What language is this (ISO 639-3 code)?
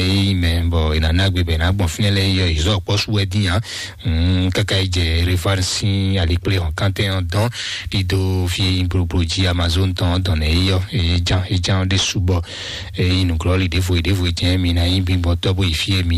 fon